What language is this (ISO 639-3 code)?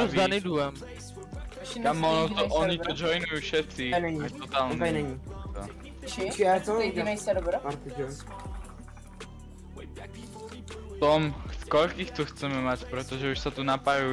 ces